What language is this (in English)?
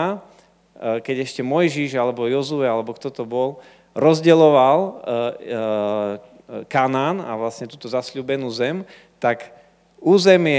Slovak